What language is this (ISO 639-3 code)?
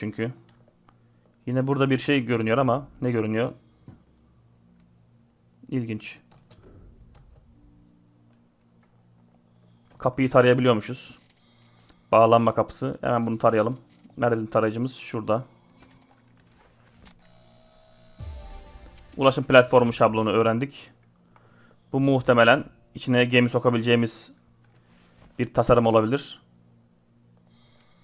tur